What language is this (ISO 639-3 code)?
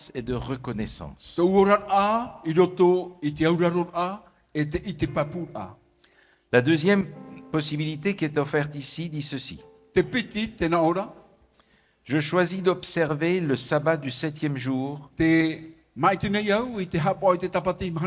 tah